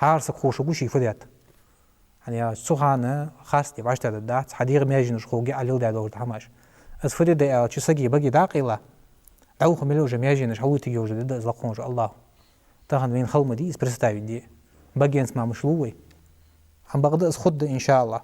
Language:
Ingush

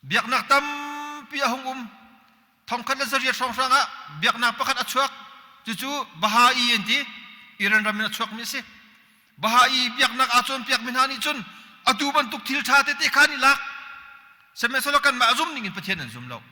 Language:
Hakha Chin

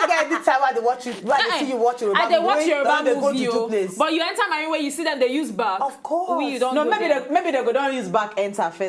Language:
Nigerian Pidgin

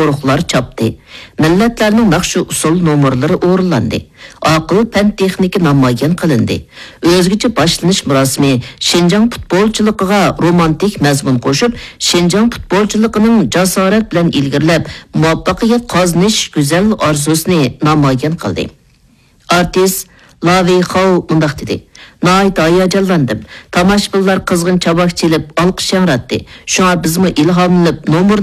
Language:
Uyghur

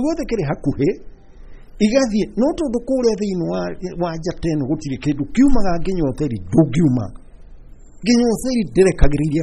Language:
Kikuyu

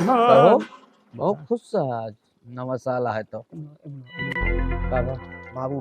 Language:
Awadhi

